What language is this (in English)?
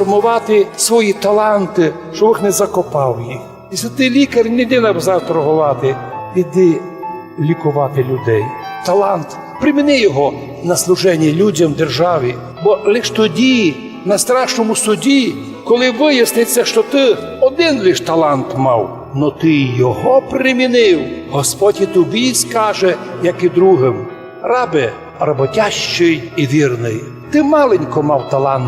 Rusyn